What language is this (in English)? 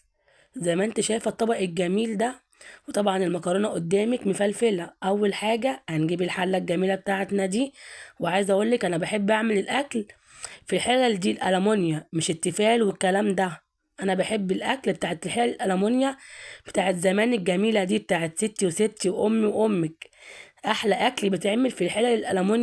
Egyptian Arabic